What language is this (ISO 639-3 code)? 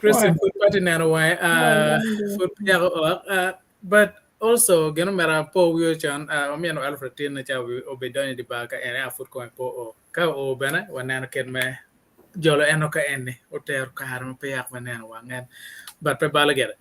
ach